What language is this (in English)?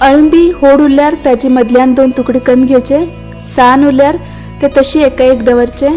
Konkani